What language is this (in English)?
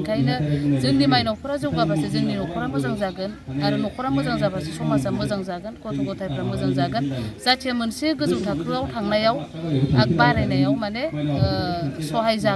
Bodo